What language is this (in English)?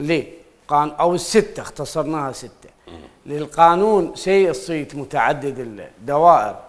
Mesopotamian Arabic